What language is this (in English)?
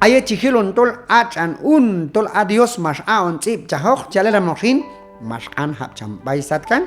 Q'anjob'al